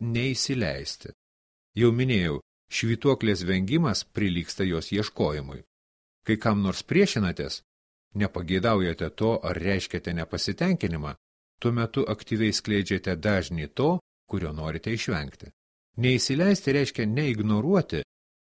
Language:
Lithuanian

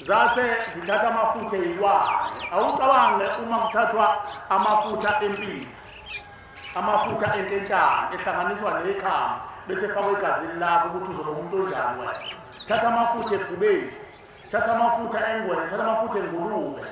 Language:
Zulu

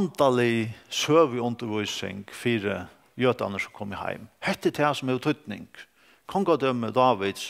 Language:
Faroese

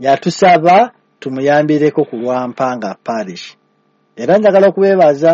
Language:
Ganda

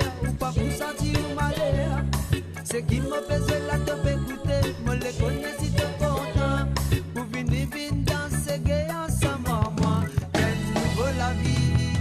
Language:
Morisyen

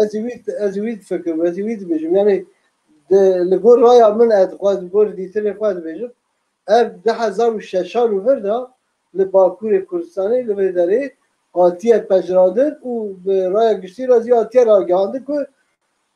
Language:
Kurdish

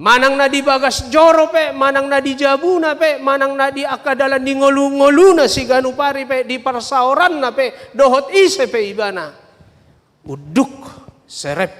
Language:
Batak Toba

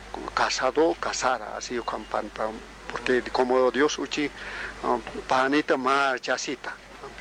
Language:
Aymara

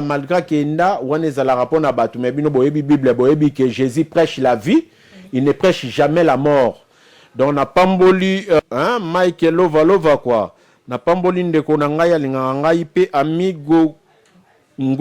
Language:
Lingala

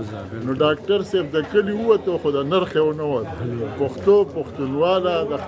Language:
Pashto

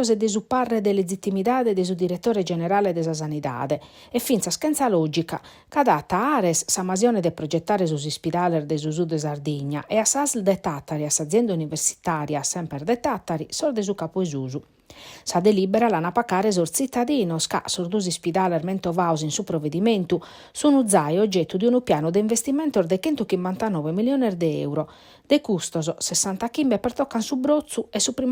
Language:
Sardinian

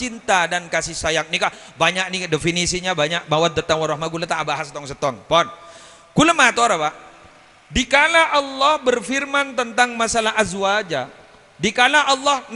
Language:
Madurese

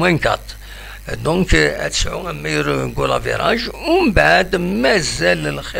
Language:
Kabyle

